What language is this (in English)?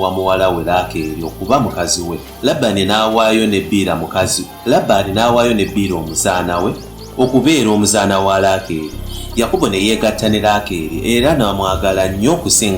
Ganda